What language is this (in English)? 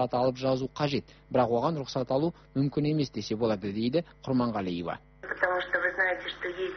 Kazakh